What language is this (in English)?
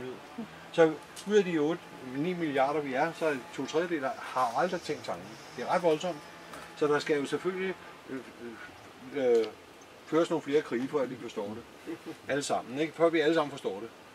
Danish